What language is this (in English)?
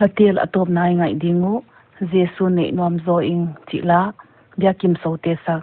Paite Chin